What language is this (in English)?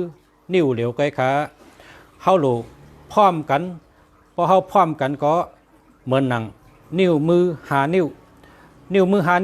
Shan